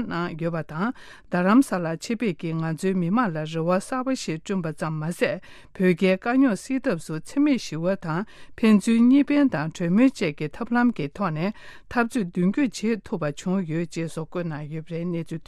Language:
Tibetan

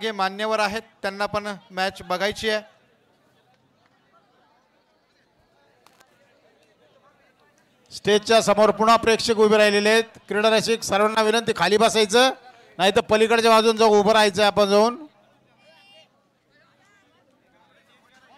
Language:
Marathi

